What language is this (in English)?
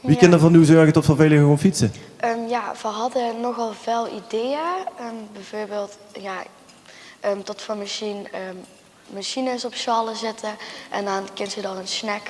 Limburgish